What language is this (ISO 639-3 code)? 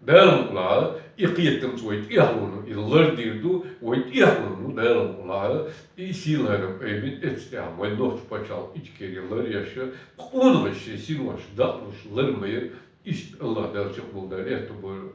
che